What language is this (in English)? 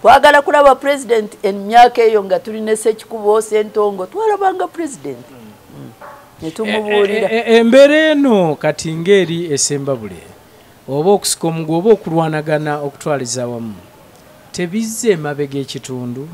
Ganda